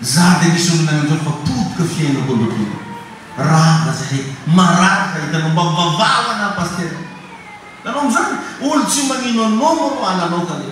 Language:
Malagasy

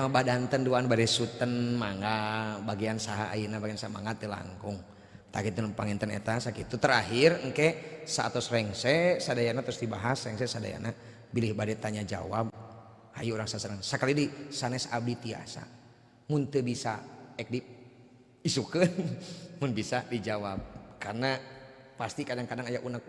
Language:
Sundanese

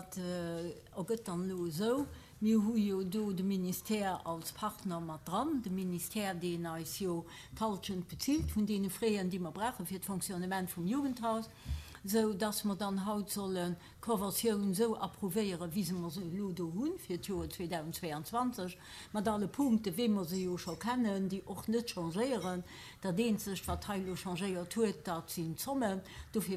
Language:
Luxembourgish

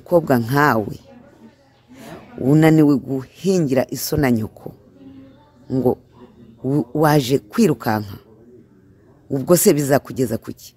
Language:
Kinyarwanda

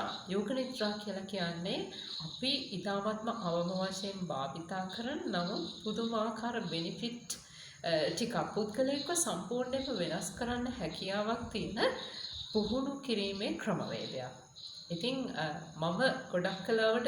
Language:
Sinhala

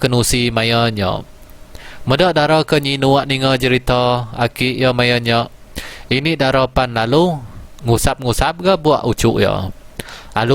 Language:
Iban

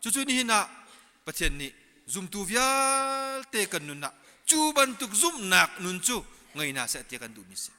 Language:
Hakha Chin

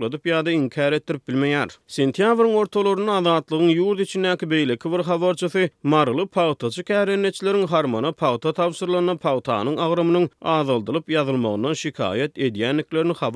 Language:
Turkmen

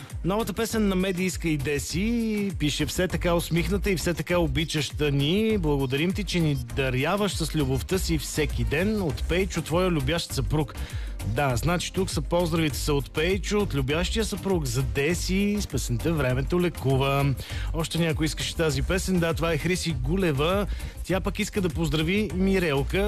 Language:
Bulgarian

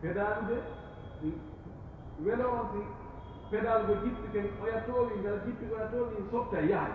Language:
Pular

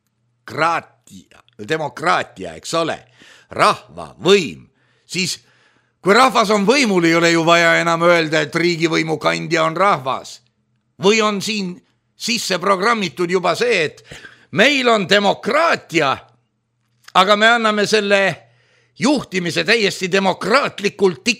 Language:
Estonian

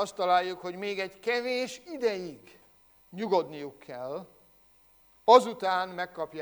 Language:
Hungarian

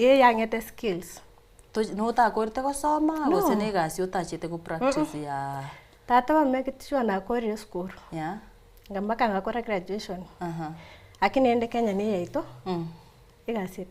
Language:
Gusii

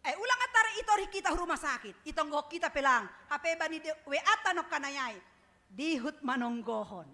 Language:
Batak Simalungun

